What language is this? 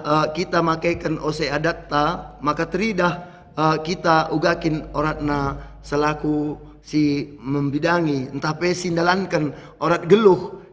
Batak Karo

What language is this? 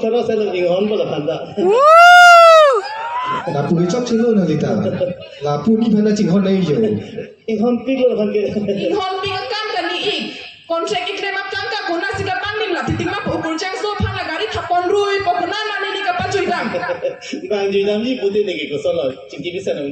Karbi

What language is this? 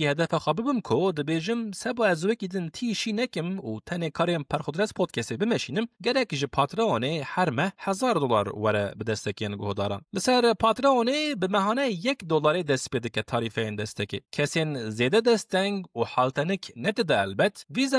Kurdish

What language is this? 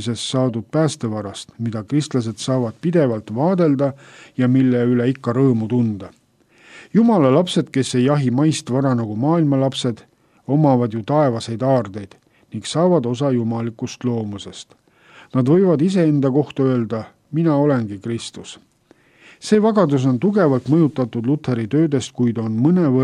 Estonian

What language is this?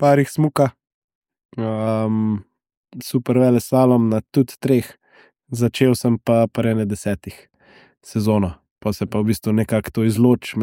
Slovenian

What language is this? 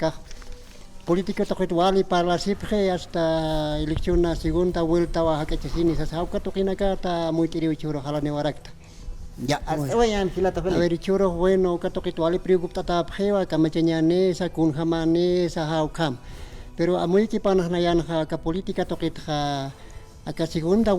Aymara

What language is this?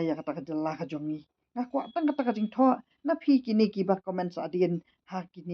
Khasi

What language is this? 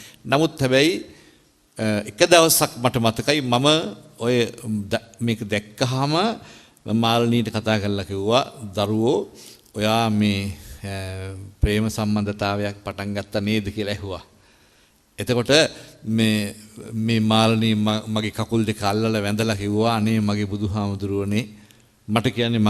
Sinhala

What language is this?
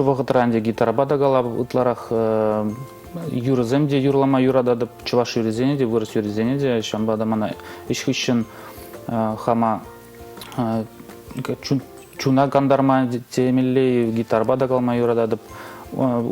Chuvash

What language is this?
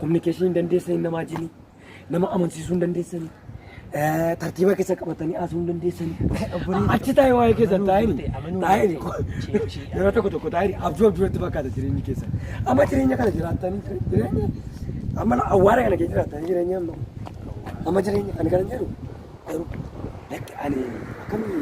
Oromo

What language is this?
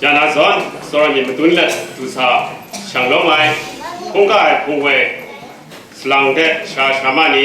Kachin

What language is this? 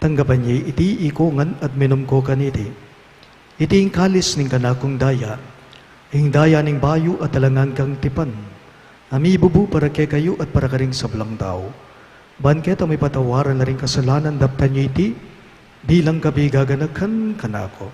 Pampanga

